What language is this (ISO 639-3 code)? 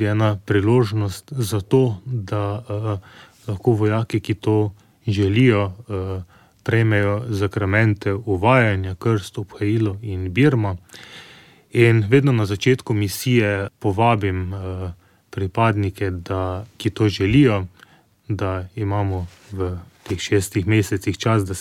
slv